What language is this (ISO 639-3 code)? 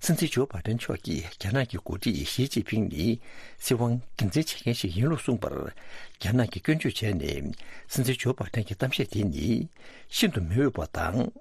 bod